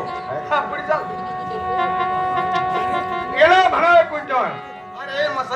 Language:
Marathi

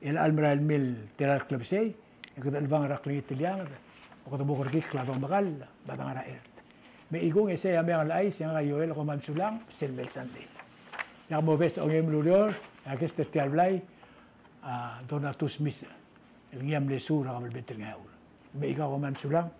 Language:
Palauan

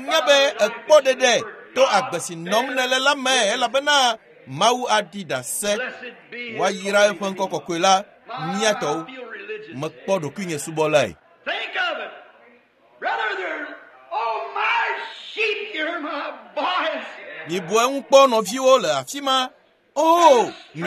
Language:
Ewe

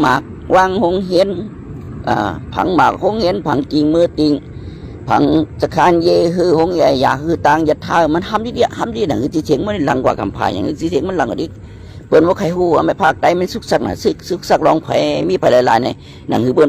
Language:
Shan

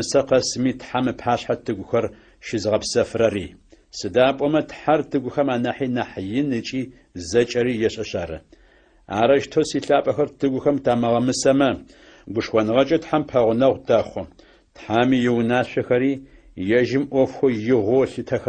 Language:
Adyghe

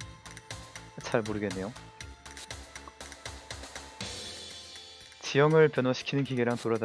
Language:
Korean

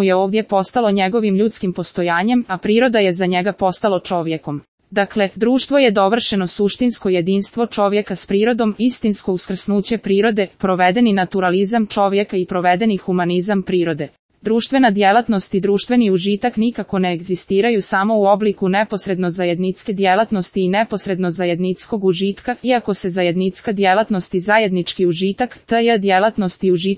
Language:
Croatian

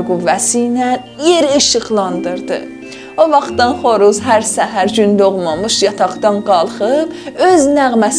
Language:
South Azerbaijani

